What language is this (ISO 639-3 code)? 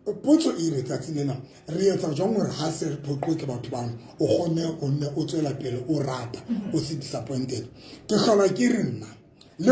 sot